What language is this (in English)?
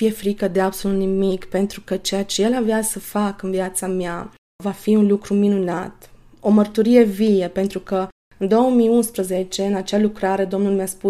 Romanian